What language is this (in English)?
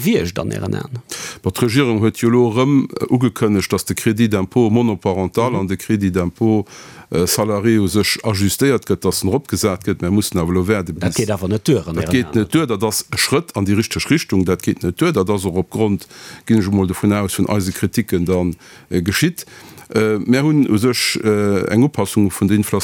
Luxembourgish